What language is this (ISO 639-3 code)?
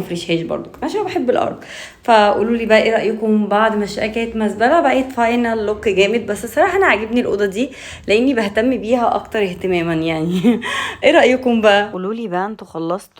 arz